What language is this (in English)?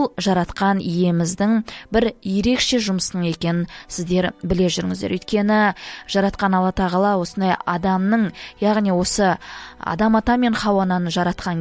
Kazakh